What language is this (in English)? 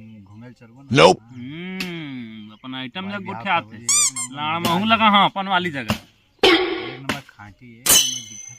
Chhattisgarhi